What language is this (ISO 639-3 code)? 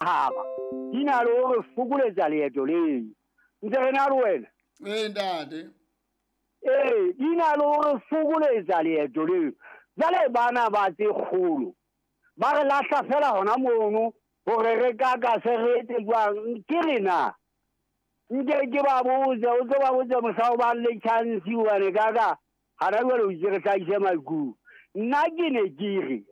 sot